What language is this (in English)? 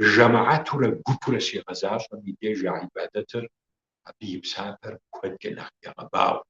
Kabardian